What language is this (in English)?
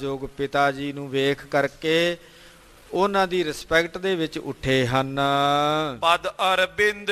Punjabi